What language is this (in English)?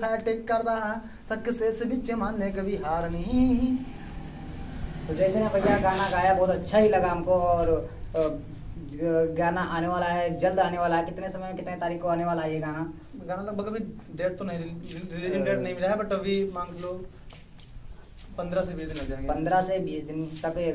Hindi